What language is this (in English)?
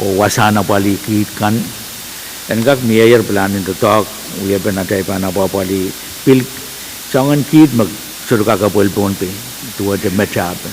Pohnpeian